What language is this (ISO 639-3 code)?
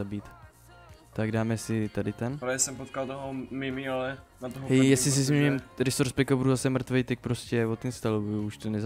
ces